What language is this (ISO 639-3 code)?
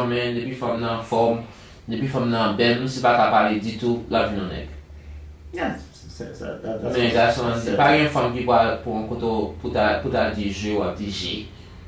hat